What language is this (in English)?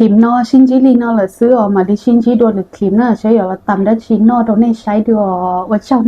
Hmong